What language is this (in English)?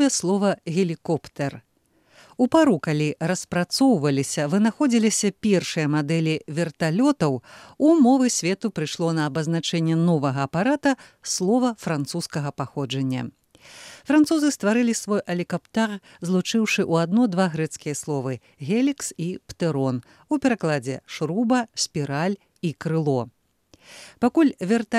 Belarusian